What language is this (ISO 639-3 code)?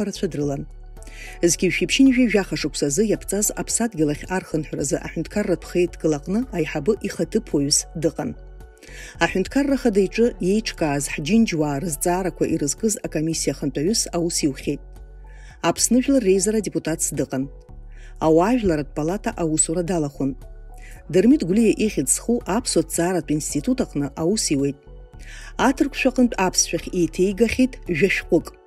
abk